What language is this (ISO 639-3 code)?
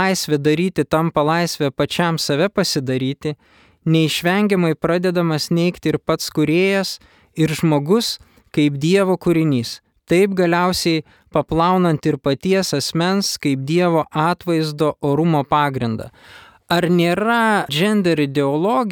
lit